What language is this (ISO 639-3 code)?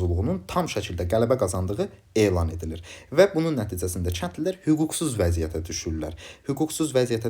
aze